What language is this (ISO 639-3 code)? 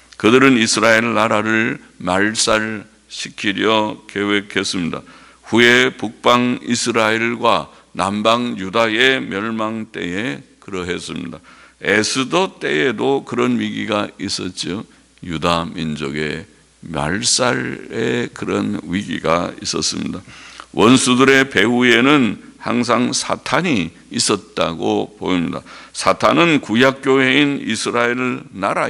kor